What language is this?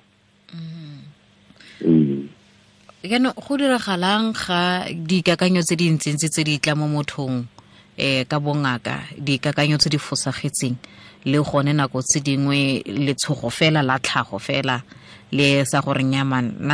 Tswana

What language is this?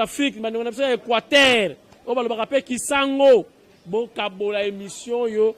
Lingala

